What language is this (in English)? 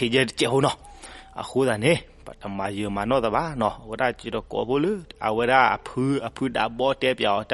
S'gaw Karen